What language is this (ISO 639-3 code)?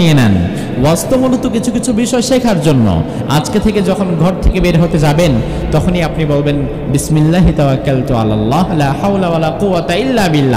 ben